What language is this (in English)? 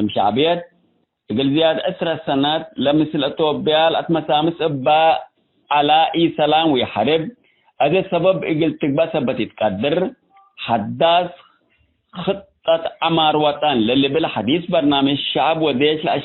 Tigre